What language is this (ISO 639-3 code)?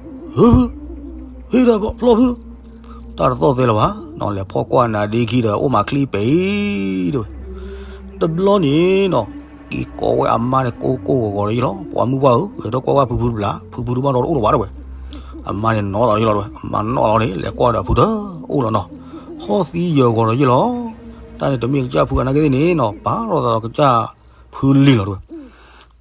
ksw